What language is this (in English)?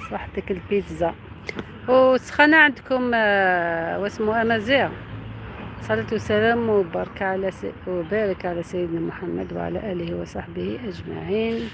Algerian Arabic